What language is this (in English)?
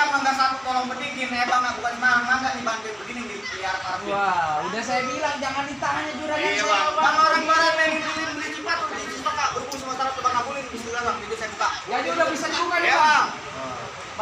Betawi